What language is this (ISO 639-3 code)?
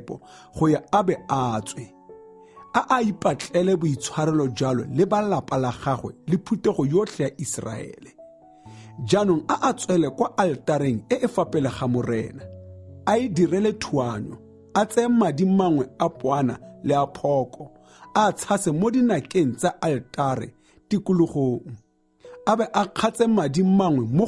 tsn